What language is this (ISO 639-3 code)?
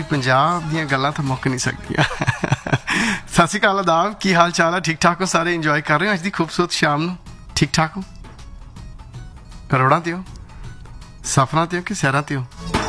pan